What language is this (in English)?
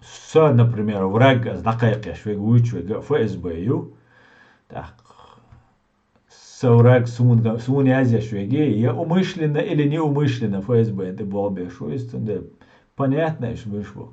Chechen